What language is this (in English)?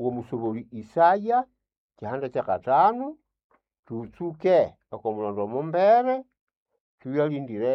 Nande